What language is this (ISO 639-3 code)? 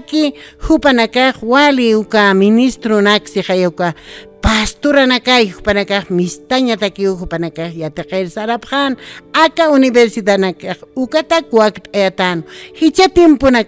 aym